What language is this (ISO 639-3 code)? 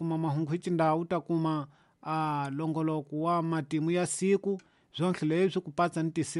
tso